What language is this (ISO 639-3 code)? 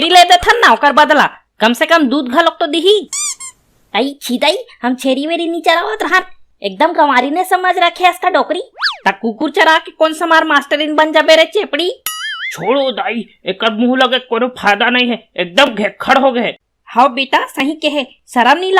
hne